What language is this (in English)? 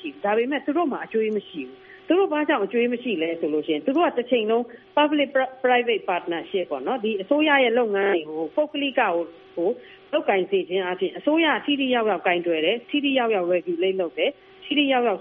Burmese